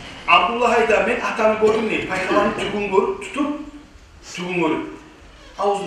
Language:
Kumyk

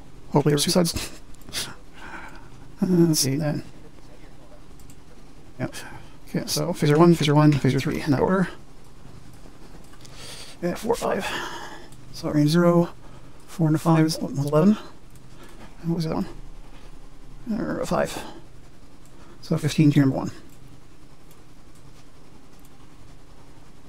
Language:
English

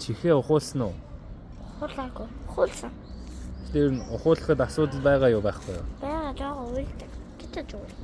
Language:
Mongolian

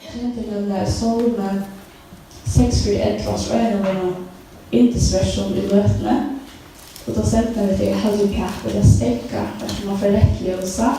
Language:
Faroese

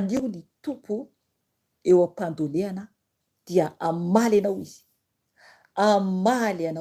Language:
Malagasy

